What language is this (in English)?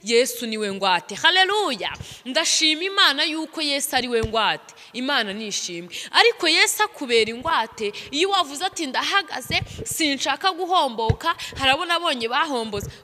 Kinyarwanda